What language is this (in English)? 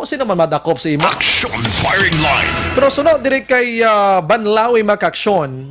Hiligaynon